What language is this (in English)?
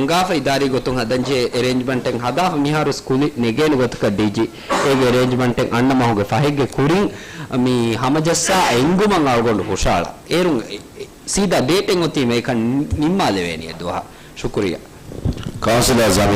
Divehi